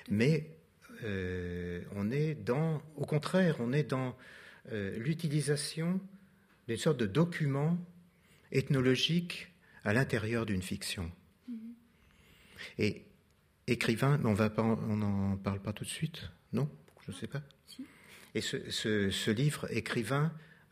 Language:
French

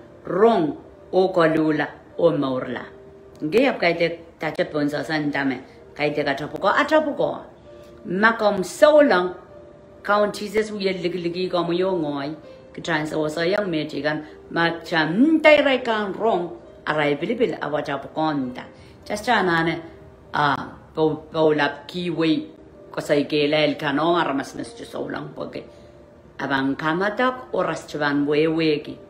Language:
Pohnpeian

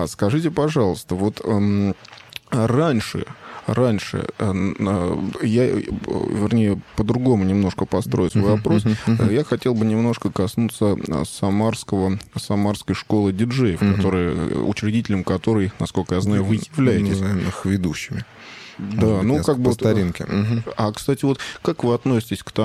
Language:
Russian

